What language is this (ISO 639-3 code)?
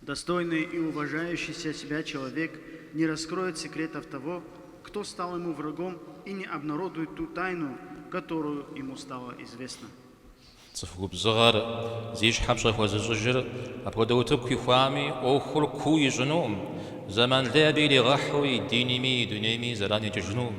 kbd